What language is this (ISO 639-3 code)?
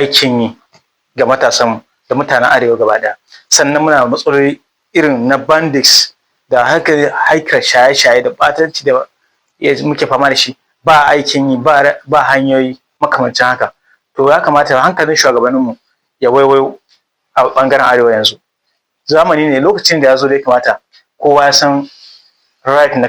hau